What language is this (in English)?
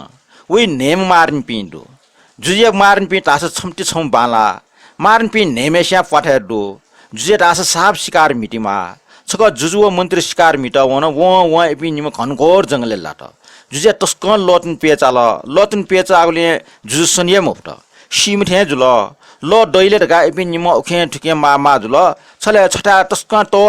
Newari